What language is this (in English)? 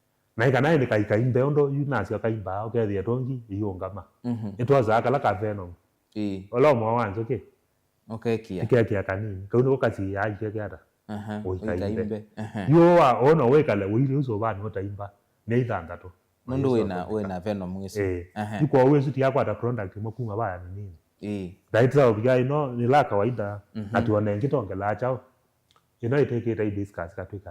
Kamba